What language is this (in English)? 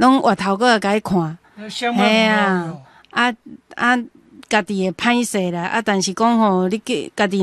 Min Nan Chinese